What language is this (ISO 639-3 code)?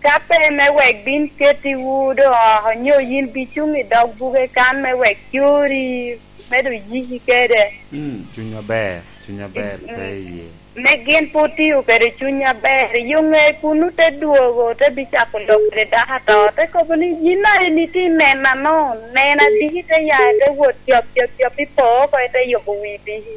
laj